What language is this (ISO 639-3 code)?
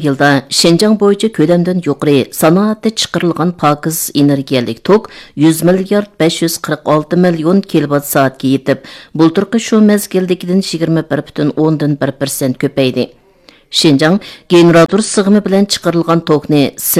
uig